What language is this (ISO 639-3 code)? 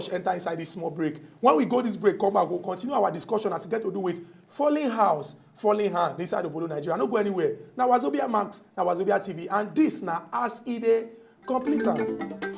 pcm